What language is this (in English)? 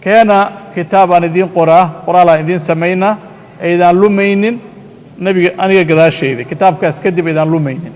Somali